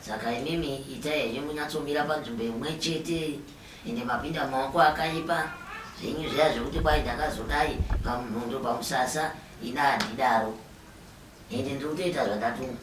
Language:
Shona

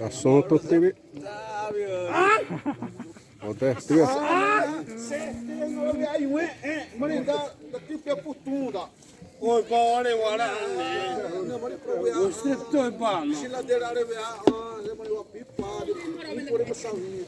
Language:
Xavánte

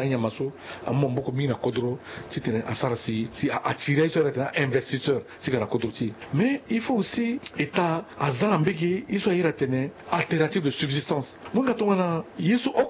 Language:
Sango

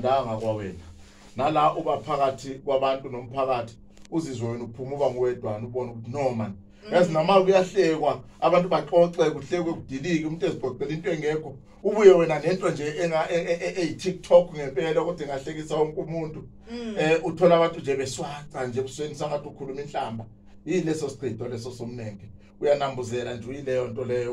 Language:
Zulu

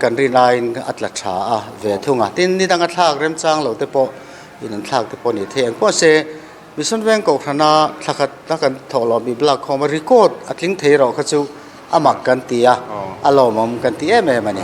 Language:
Mizo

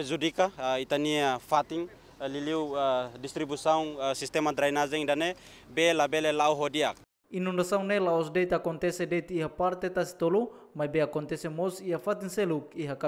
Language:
Tetum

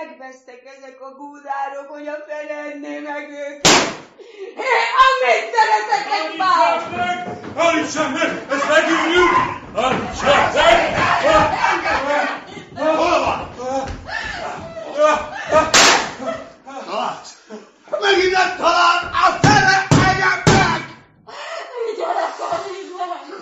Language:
Hungarian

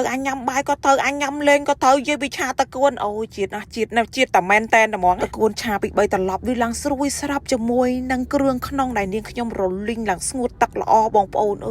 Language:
Khmer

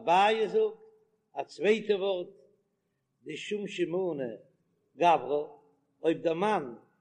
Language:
Yiddish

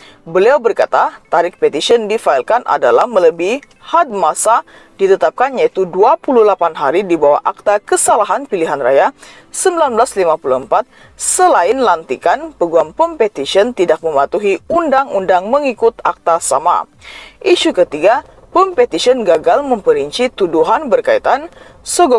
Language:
Malay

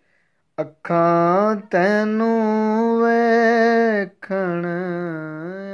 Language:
Punjabi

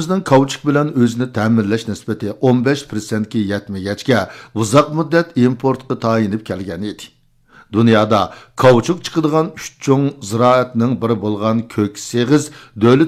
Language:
Uyghur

